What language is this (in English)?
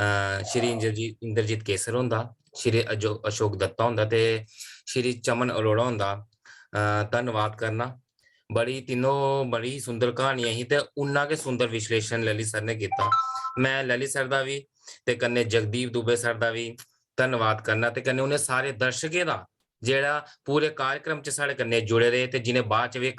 Dogri